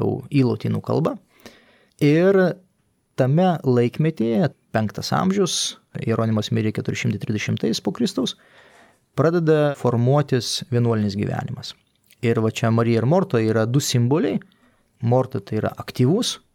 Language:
Lithuanian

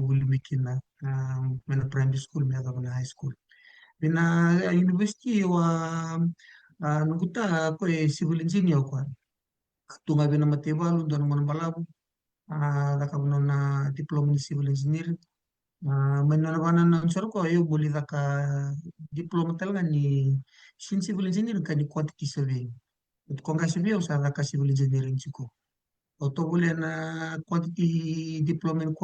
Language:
Fijian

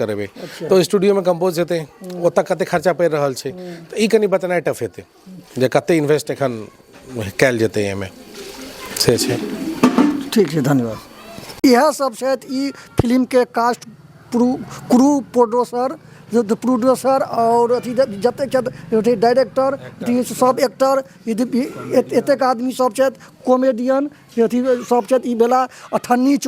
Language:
Maithili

